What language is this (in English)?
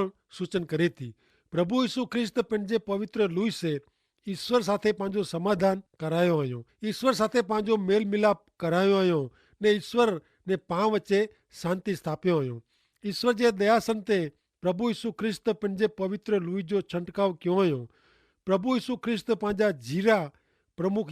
Kachhi